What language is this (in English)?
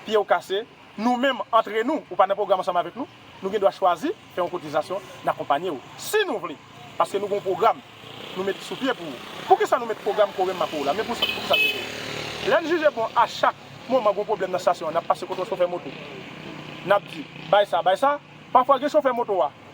Haitian Creole